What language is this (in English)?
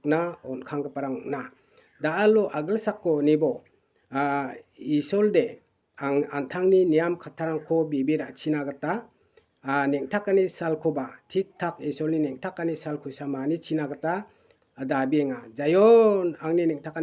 Garo